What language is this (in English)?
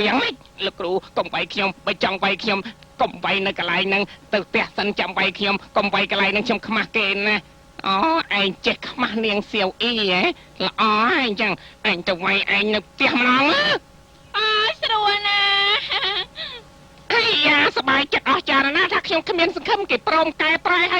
Khmer